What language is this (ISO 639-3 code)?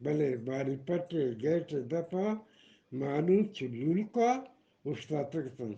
bgp